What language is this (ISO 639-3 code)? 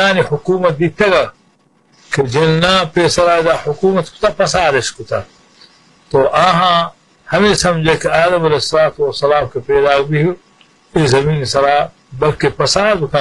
bal